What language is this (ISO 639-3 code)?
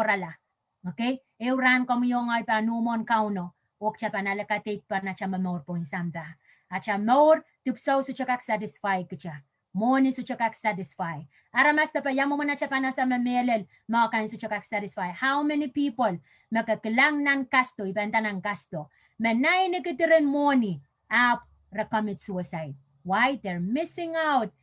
pon